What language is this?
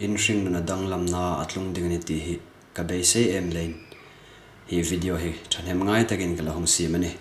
Hmar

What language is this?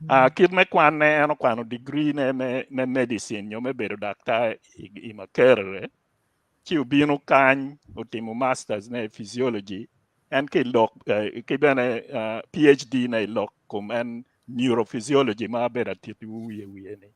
Acoli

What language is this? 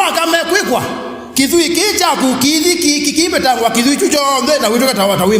Kamba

